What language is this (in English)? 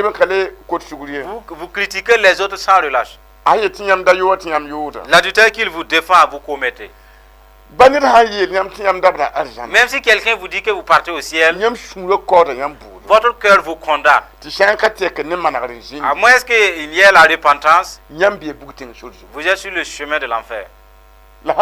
Mossi